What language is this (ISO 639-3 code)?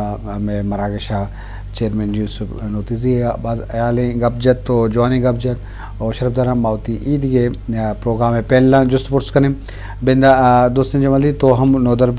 bgp